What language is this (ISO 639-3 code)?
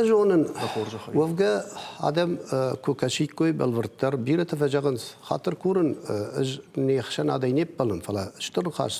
oss